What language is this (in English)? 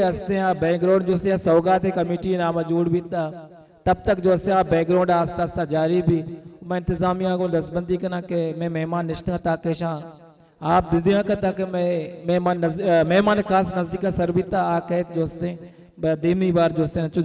Baluchi